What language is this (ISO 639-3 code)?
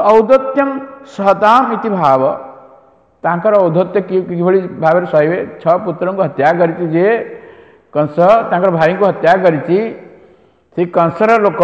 ori